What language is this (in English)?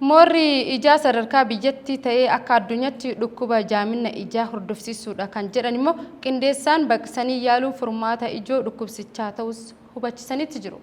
Oromo